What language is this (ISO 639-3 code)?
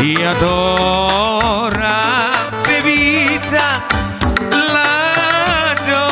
bbc